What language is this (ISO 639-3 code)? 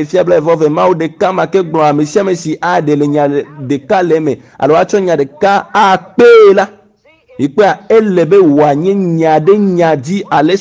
ewe